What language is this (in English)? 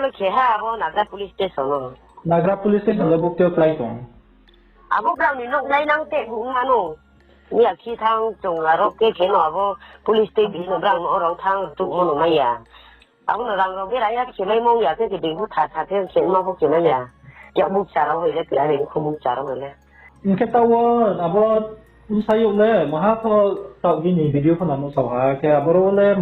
Riang (India)